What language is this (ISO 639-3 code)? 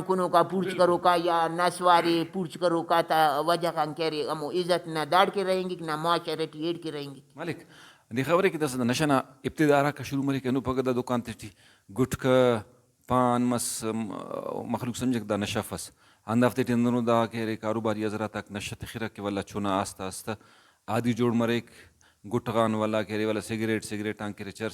brh